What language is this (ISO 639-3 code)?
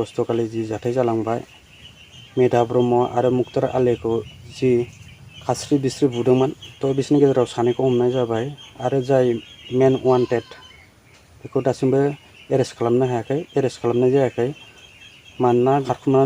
brx